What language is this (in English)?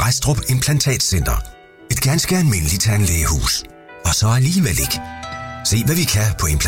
Danish